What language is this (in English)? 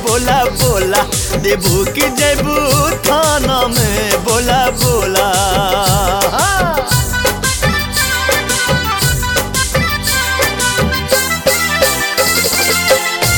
Bhojpuri